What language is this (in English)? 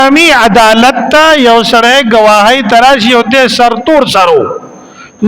Pashto